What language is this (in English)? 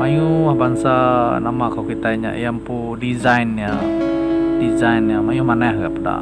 Iban